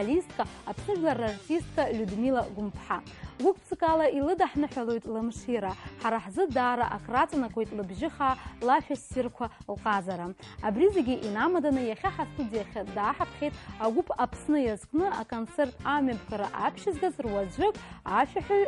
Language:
Abkhazian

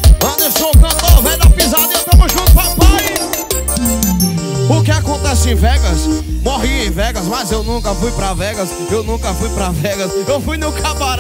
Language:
Portuguese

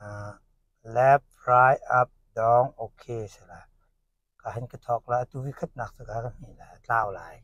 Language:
Hakha Chin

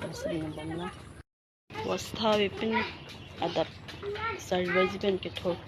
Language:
Karbi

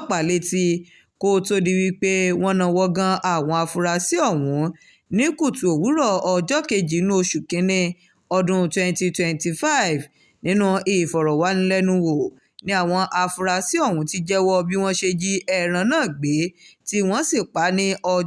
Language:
Yoruba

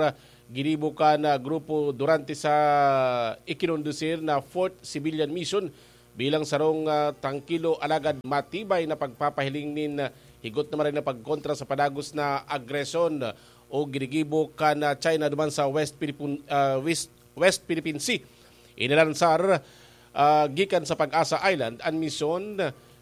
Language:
Bikol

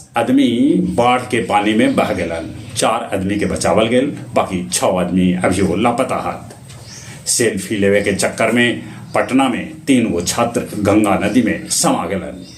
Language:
Magahi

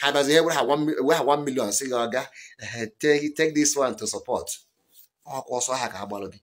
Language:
Igbo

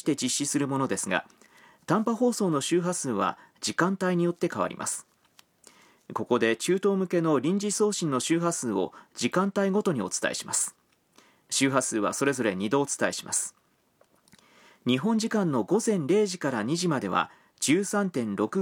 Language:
Japanese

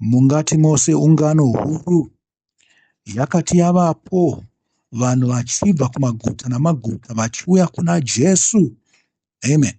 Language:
Shona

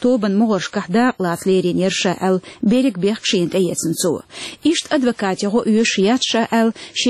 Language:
Chechen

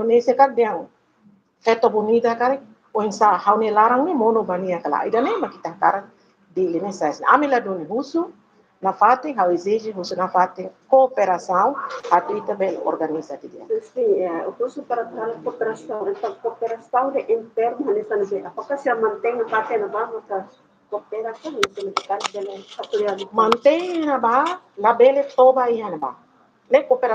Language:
Tetum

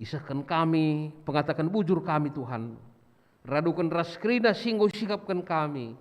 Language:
Batak Karo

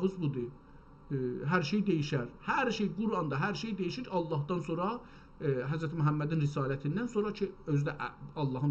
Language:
South Azerbaijani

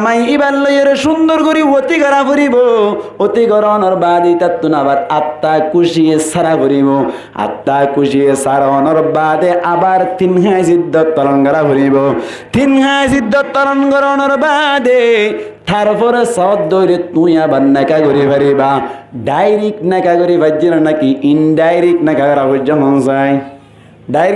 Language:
Rohingya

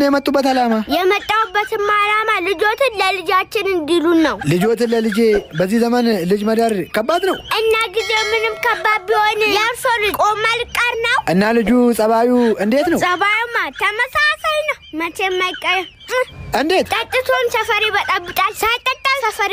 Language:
Amharic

